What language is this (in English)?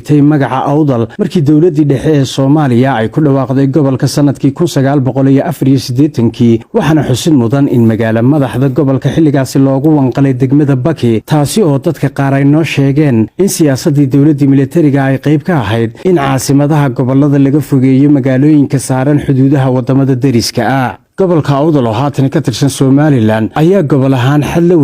Somali